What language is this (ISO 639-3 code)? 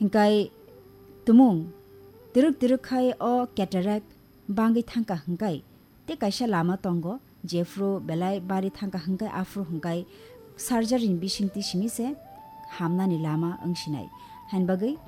trp